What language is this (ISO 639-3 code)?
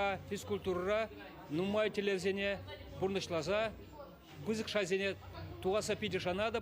chv